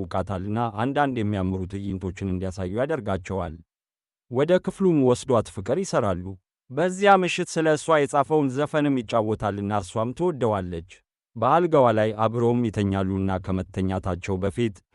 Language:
Amharic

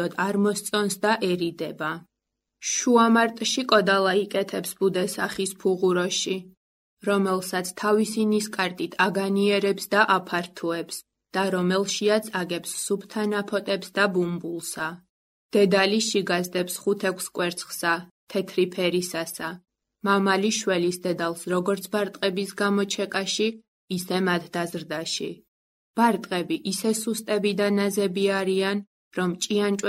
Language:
Georgian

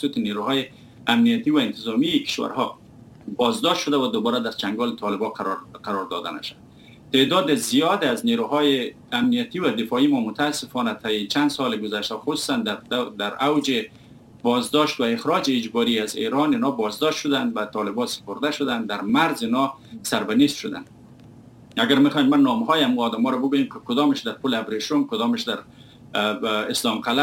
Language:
Persian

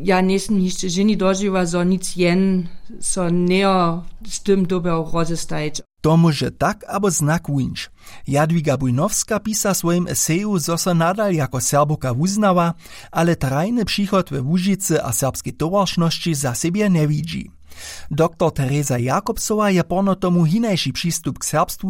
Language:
Upper Sorbian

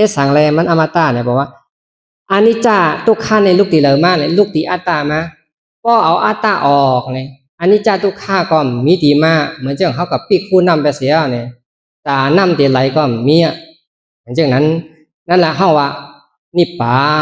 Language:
Shan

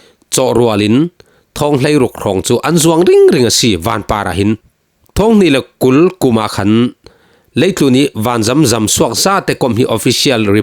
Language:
Falam Chin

